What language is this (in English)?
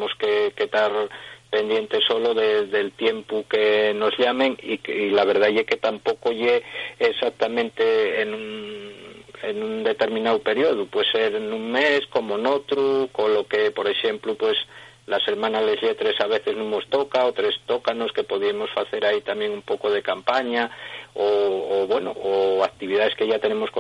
Asturian